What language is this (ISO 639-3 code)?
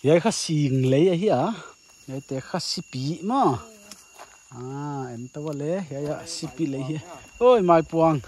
pck